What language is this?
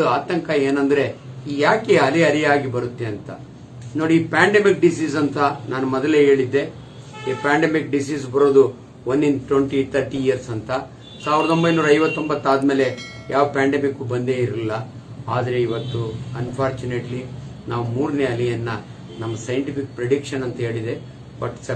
Kannada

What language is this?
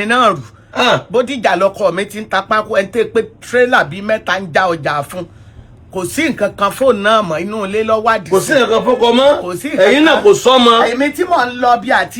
Yoruba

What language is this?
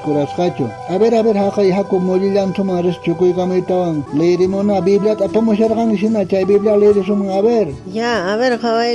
South Bolivian Quechua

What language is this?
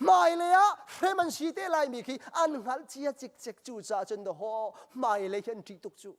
Hakha Chin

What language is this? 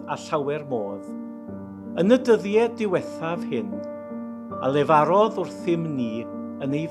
Welsh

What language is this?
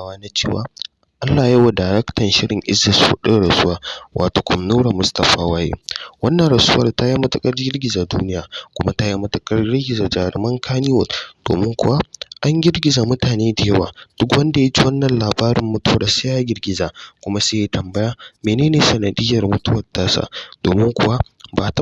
Hausa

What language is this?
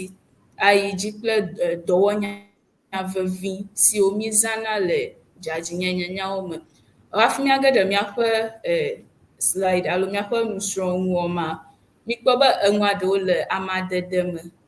Ewe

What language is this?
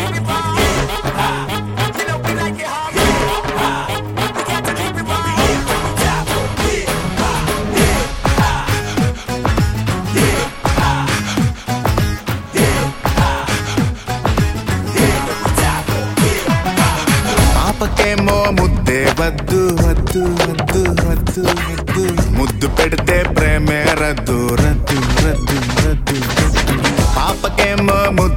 Telugu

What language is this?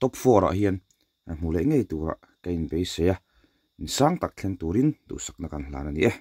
Mizo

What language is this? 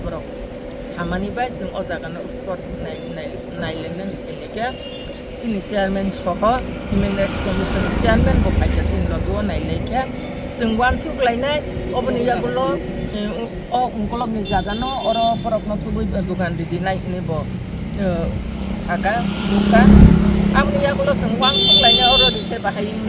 Kok Borok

